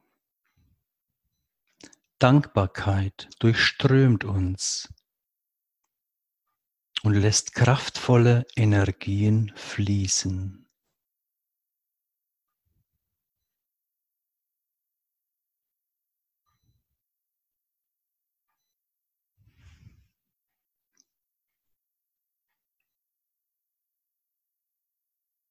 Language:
German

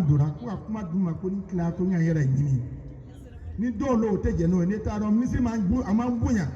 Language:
Bambara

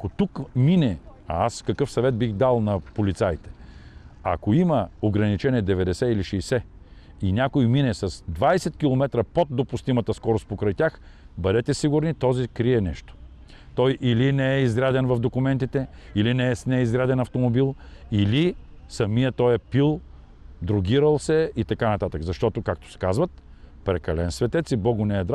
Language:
Bulgarian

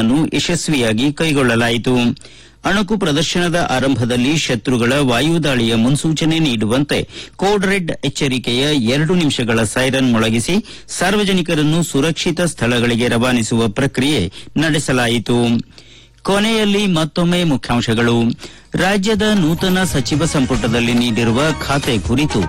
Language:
Kannada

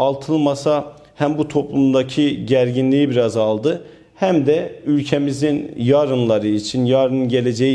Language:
Turkish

